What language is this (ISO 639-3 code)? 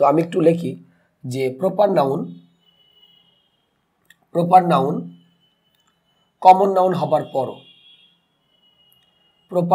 ben